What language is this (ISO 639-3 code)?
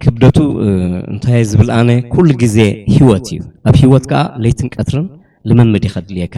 tir